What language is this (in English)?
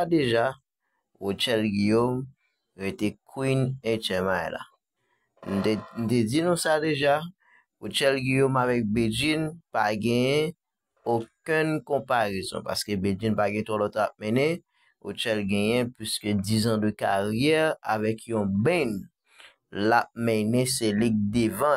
Haitian Creole